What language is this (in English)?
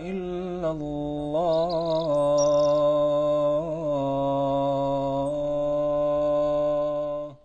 Bosnian